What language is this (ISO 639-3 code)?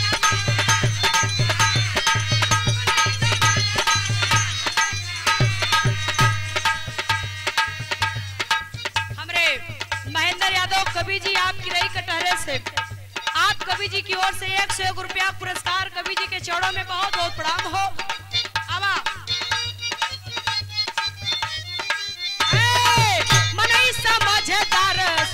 bho